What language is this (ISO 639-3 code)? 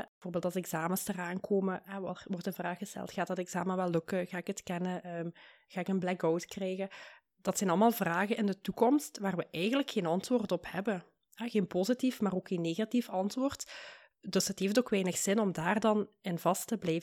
nld